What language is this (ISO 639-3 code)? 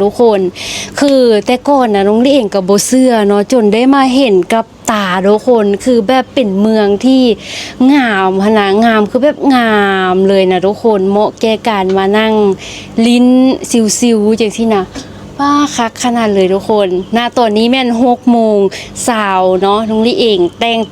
lao